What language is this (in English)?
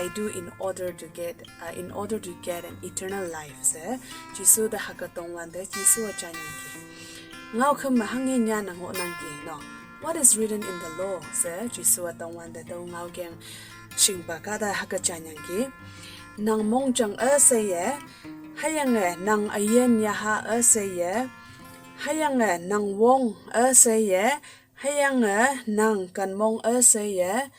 Konyak Naga